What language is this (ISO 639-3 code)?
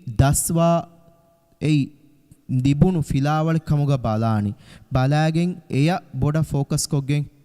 div